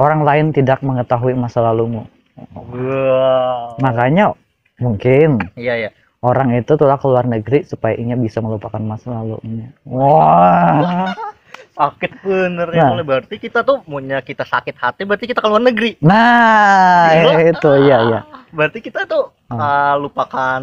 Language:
Banjar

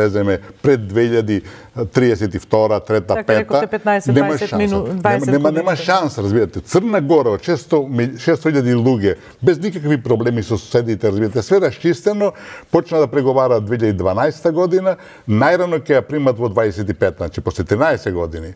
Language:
Macedonian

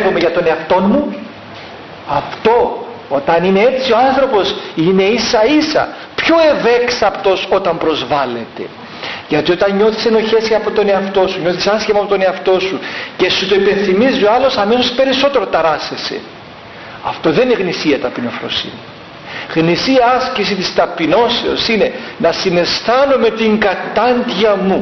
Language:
Greek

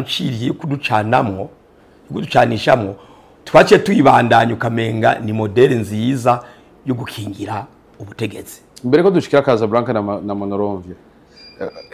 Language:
Rundi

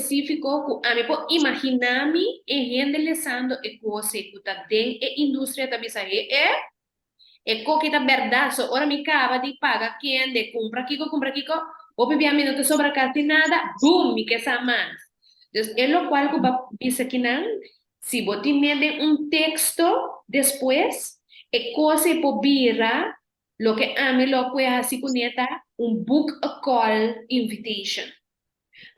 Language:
Papiamento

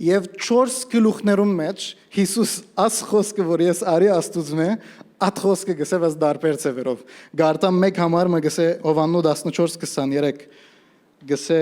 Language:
Western Armenian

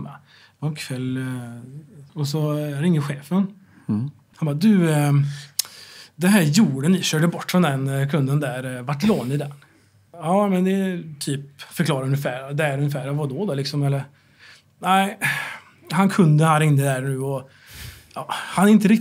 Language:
Swedish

